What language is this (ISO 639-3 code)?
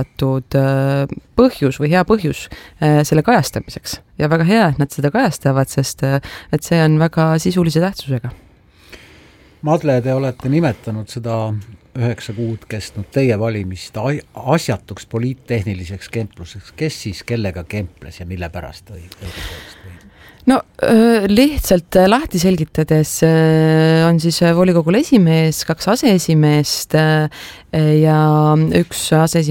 est